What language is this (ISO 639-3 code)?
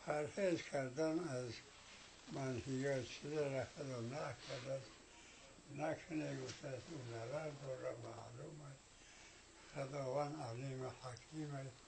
tgk